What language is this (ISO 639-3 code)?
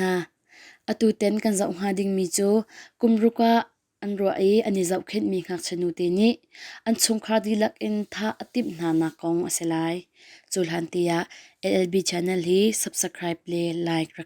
cnh